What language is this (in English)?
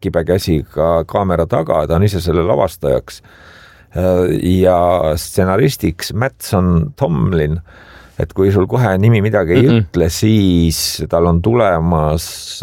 Estonian